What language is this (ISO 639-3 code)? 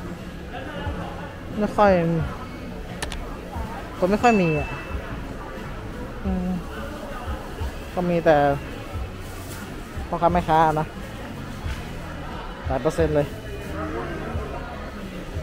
tha